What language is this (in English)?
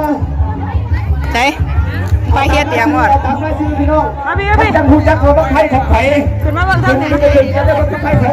Northeastern Thai